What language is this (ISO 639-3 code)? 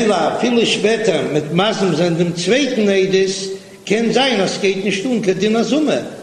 yid